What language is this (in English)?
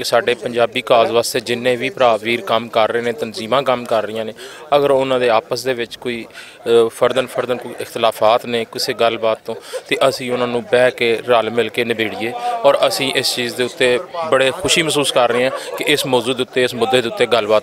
Western Panjabi